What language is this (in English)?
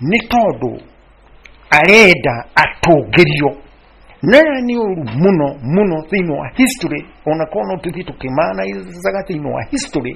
Kikuyu